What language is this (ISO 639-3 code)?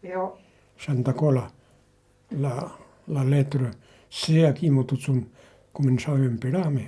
oci